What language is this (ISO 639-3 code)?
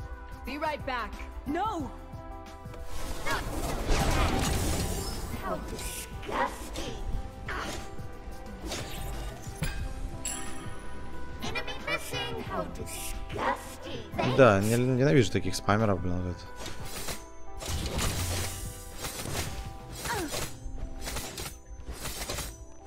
rus